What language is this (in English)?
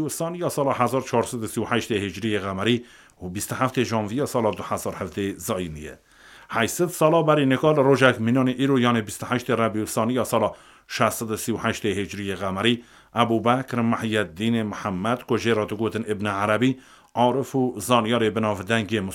Kurdish